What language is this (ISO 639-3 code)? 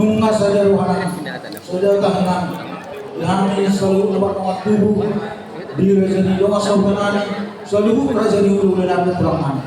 bbc